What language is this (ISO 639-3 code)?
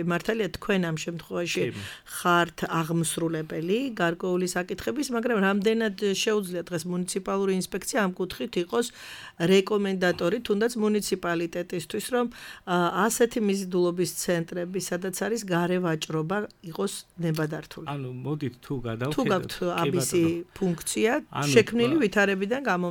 kat